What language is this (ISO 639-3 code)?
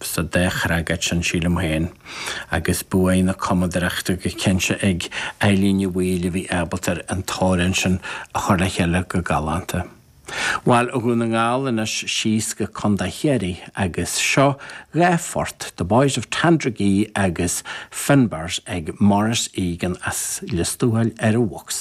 gle